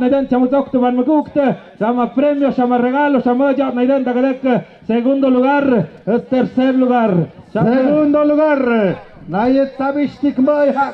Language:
Tlahuitoltepec Mixe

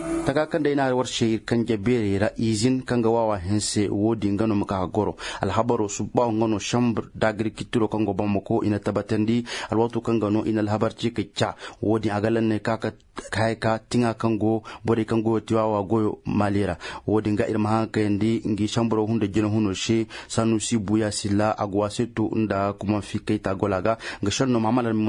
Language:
Koyraboro Senni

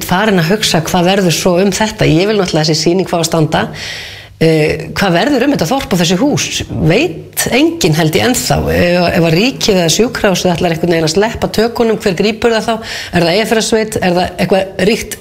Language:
Icelandic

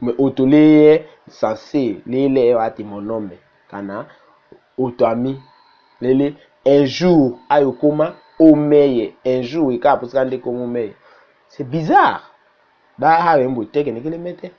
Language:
Tetela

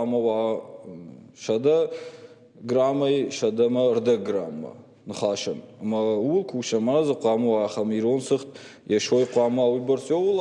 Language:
Ossetic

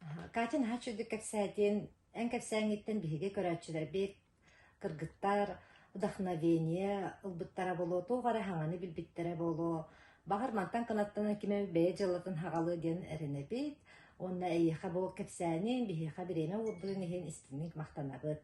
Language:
Yakut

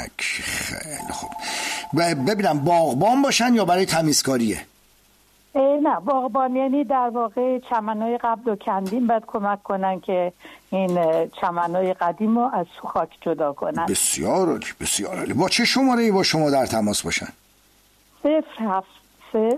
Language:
Persian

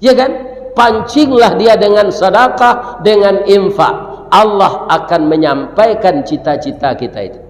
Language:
Minangkabau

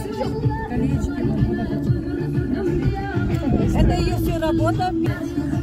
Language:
Kazakh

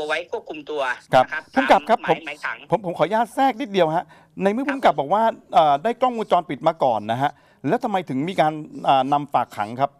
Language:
Thai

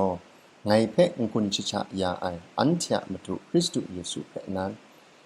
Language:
Kachin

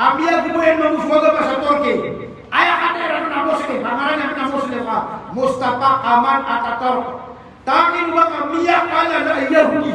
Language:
Maranao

